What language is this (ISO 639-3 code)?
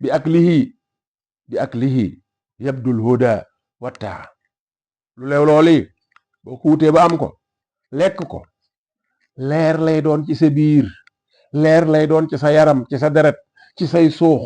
wol